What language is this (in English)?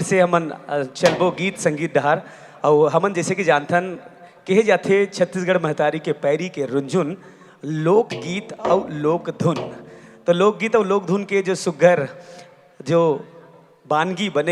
Chhattisgarhi